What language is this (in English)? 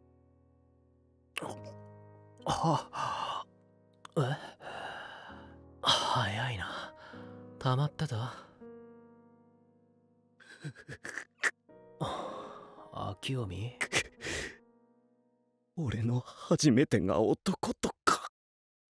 Japanese